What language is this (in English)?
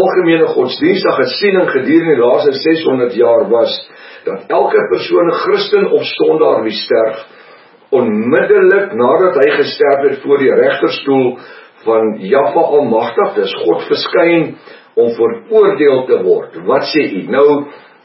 Afrikaans